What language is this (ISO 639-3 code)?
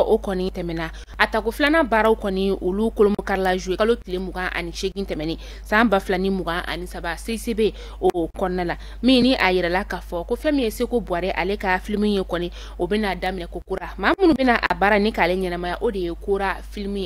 bam